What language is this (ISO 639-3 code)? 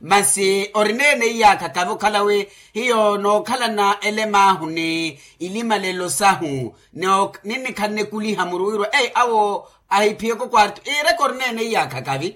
vmw